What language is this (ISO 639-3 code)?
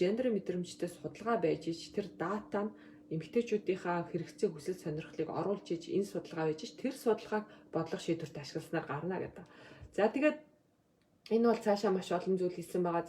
mon